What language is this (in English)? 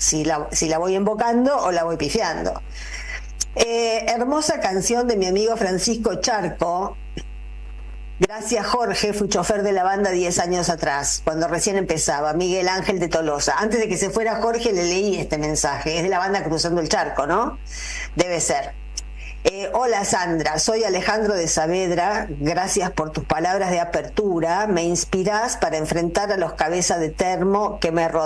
Spanish